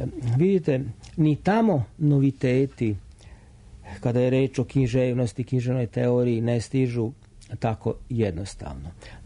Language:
Serbian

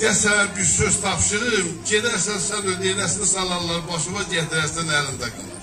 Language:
South Azerbaijani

